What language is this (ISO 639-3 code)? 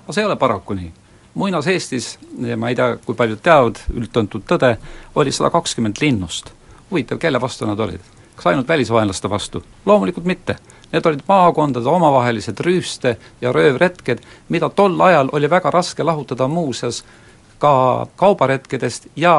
est